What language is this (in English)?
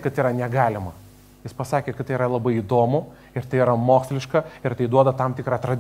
Lithuanian